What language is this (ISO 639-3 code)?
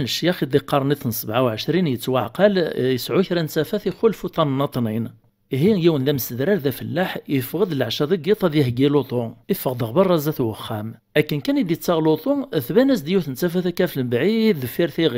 kab